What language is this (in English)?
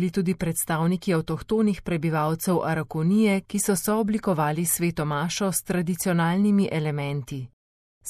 Slovenian